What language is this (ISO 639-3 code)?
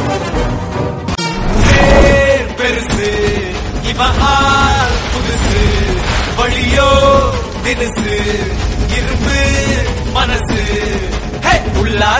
tam